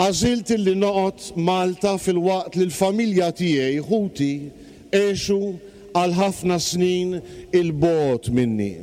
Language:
Maltese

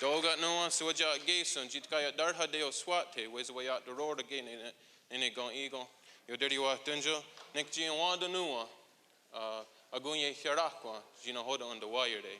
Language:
Mohawk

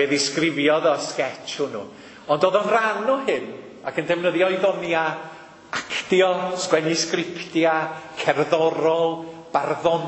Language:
Welsh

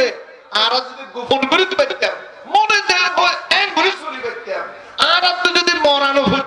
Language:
Rohingya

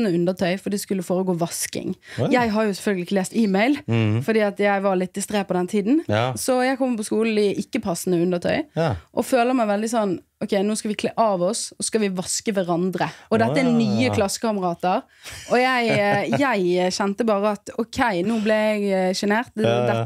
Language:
Norwegian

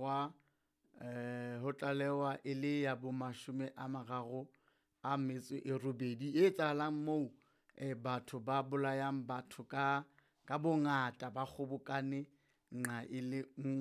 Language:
Southern Sotho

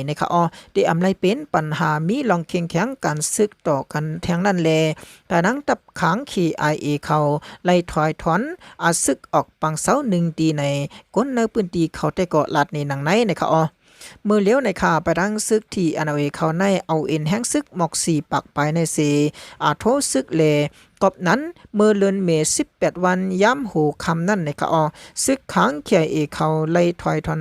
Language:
Shan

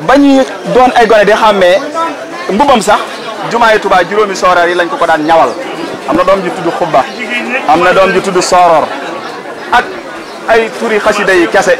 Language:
Wolof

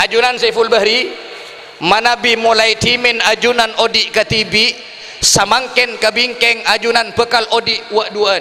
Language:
Madurese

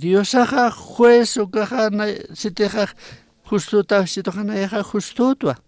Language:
Aymara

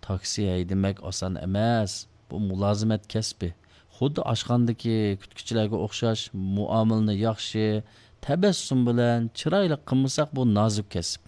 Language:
Uyghur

